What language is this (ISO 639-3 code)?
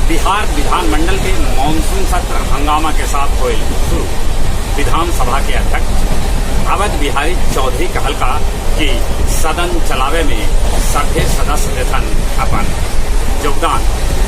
mag